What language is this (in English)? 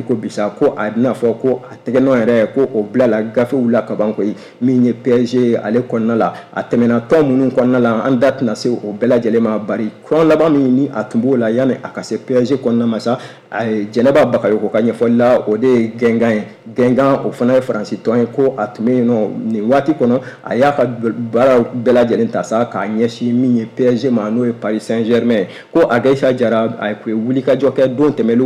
Bambara